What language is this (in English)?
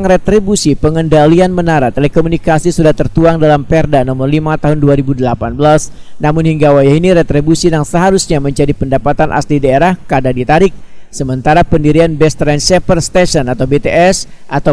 Banjar